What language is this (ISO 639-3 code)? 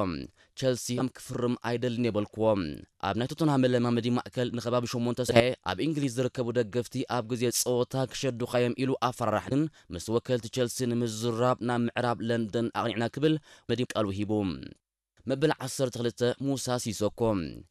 tir